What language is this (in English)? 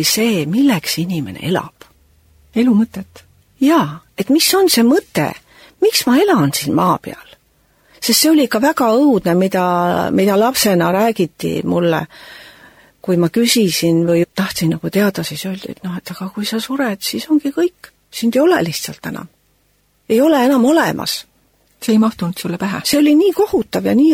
Estonian